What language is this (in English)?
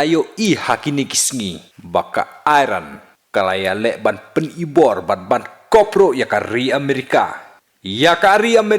Khasi